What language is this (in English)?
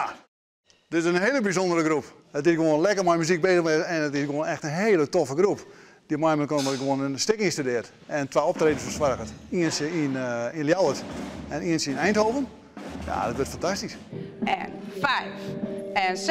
Western Frisian